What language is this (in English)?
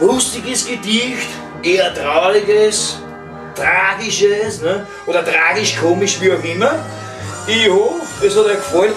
Bavarian